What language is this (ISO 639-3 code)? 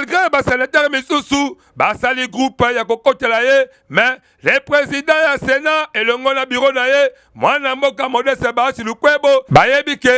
lin